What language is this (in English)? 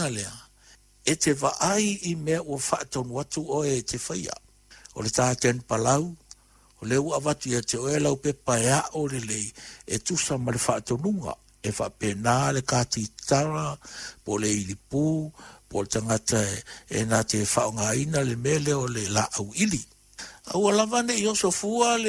Samoan